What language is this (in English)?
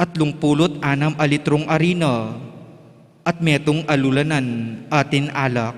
Pampanga